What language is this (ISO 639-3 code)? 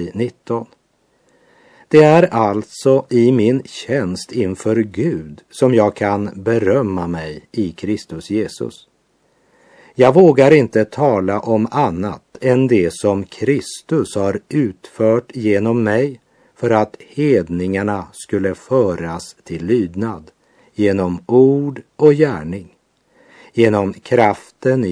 swe